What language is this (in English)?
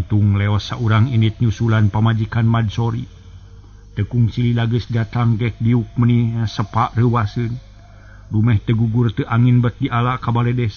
Sundanese